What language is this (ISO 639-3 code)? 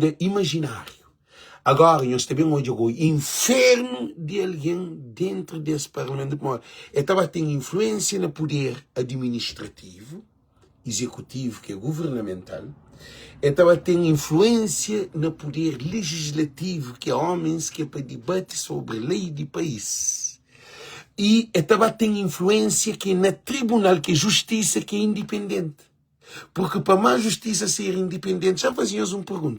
kea